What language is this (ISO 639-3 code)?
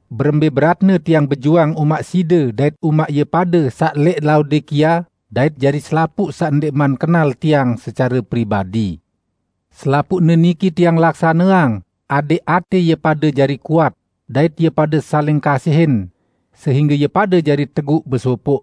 sas